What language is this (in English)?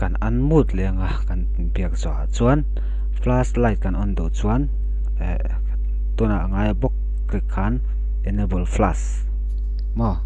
Mizo